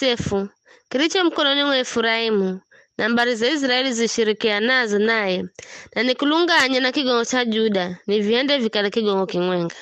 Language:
Giryama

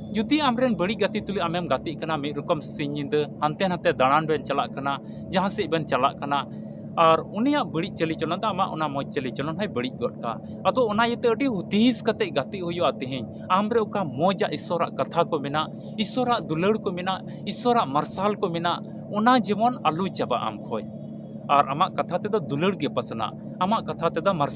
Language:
Santali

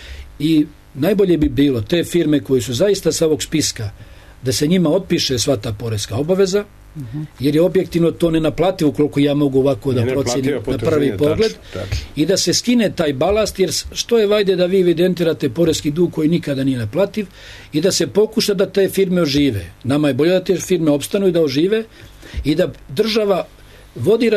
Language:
Serbian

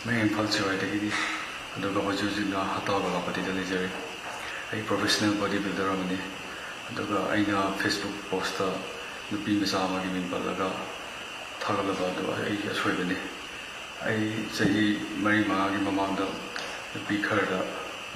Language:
Manipuri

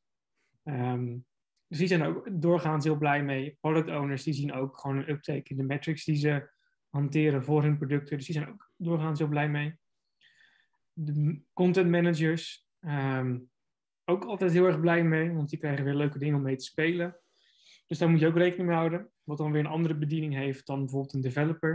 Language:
Dutch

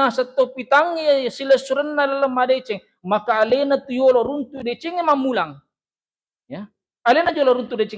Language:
Buginese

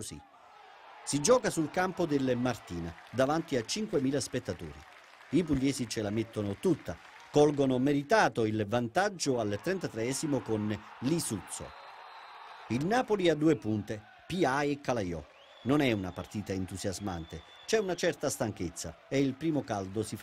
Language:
Italian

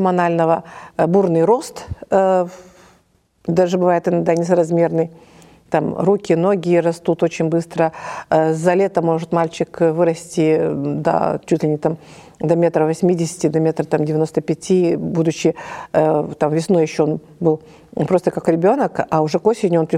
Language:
Russian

